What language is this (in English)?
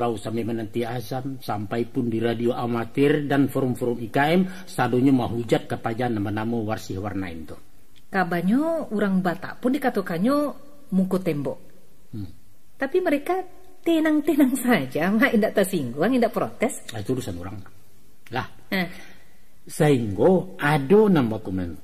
Minangkabau